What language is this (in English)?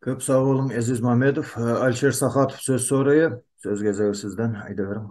Turkmen